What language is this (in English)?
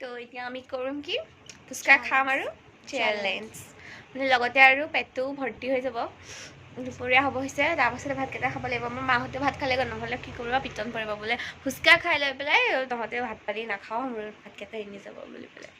Assamese